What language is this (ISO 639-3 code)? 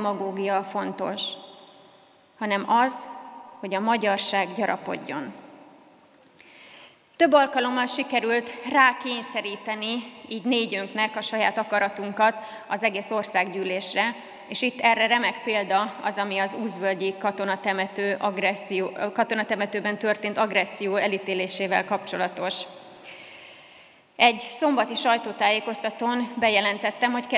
hun